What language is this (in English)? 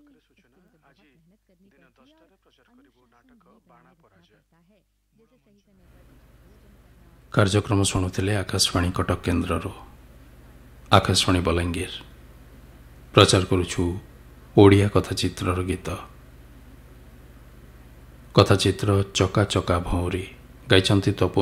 Odia